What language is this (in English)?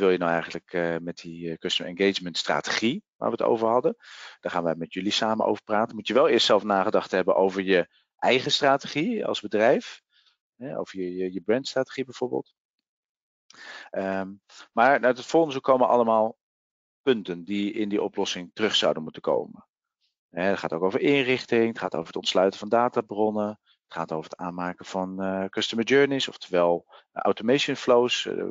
Dutch